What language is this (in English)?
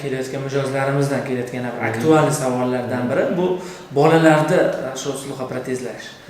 Uzbek